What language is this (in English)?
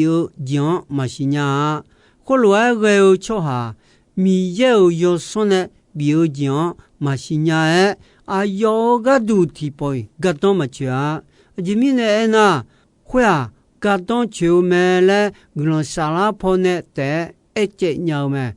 Akha